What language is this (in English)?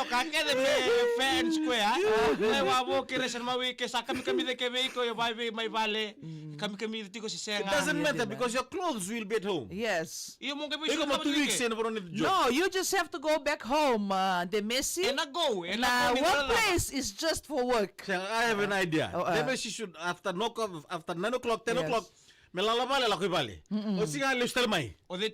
Fijian